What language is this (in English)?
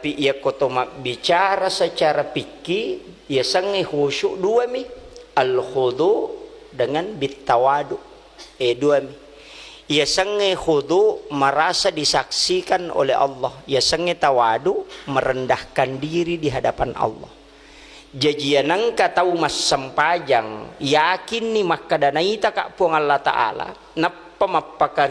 Buginese